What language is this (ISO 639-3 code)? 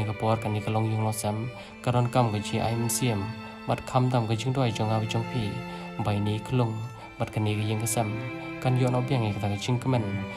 kha